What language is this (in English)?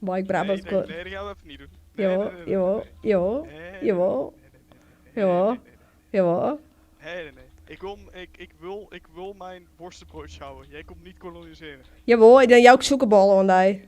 Western Frisian